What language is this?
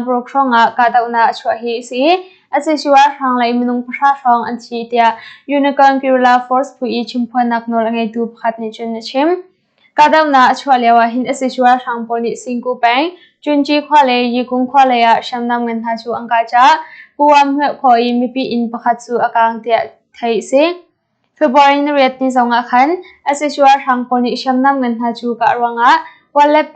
Hakha Chin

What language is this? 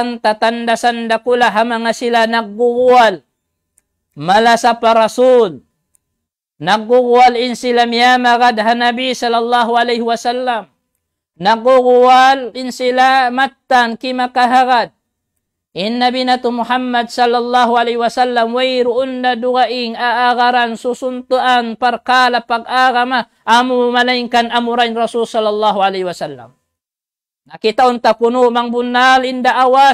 Tausug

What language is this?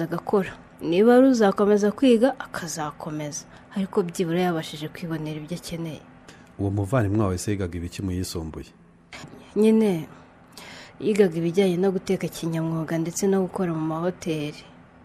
Kinyarwanda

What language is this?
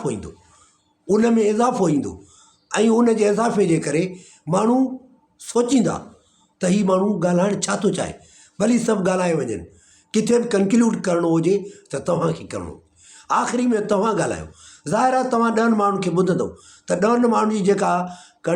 Sindhi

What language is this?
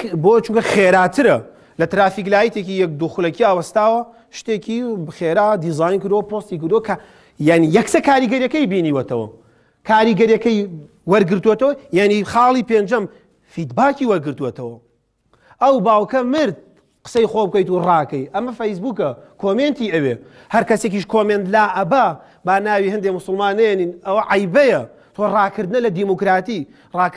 Central Kurdish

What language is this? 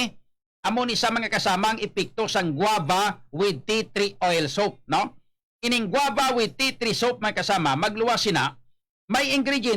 Hiligaynon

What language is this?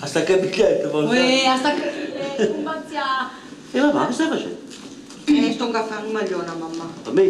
Neapolitan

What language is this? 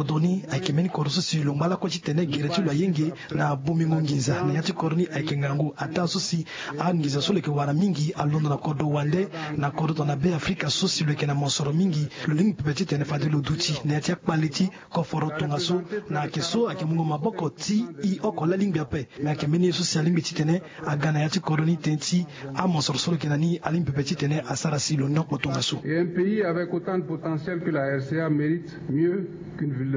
Sango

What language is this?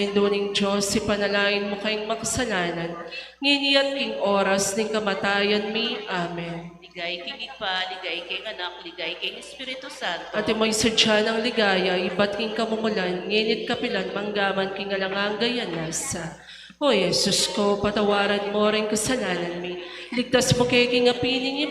Pampanga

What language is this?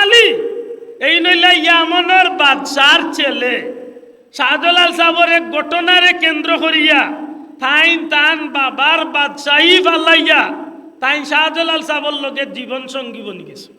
Sylheti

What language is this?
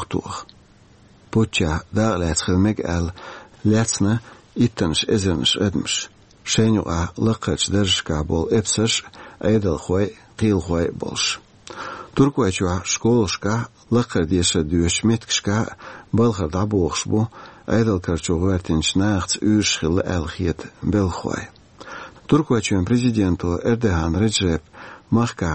Chechen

